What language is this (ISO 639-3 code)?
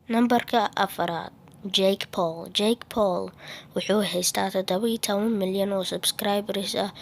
som